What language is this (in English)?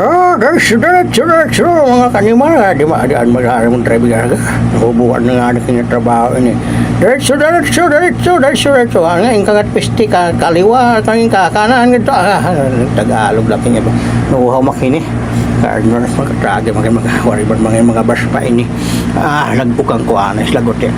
Waray